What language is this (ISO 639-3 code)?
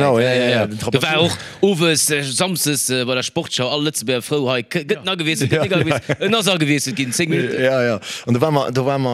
ltz